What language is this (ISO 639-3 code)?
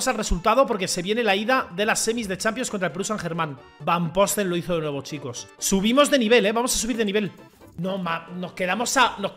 spa